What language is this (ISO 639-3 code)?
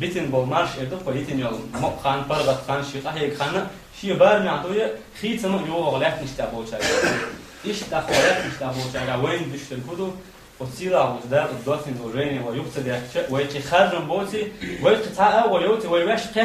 che